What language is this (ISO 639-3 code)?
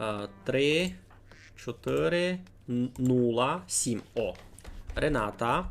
rue